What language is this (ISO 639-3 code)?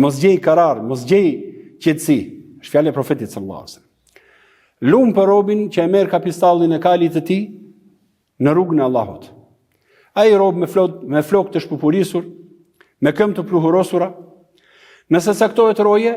sqi